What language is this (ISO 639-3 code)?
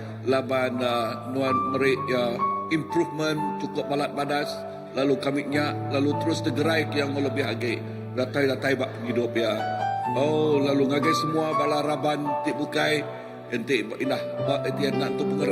iba